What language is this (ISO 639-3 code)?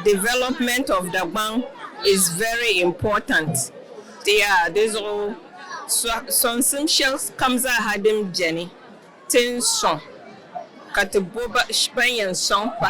dag